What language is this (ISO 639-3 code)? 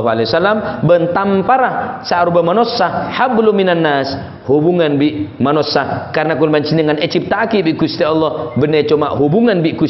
mad